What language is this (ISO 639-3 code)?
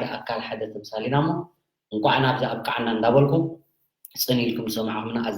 tir